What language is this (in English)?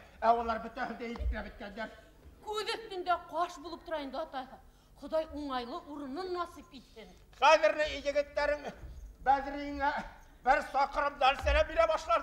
Bashkir